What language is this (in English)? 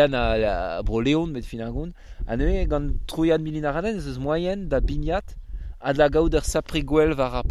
Breton